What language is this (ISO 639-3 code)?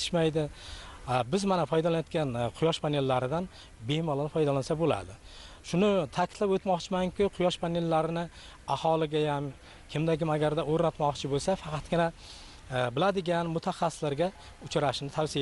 uzb